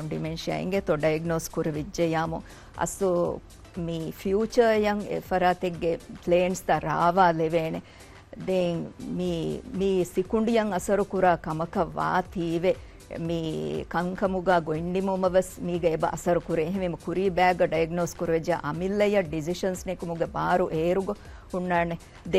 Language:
Divehi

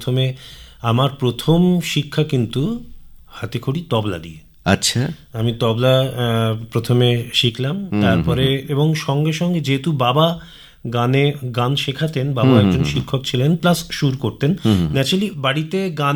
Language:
Bangla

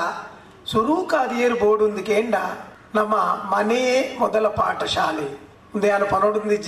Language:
Tulu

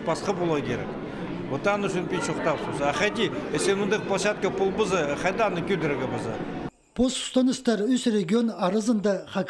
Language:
Khakas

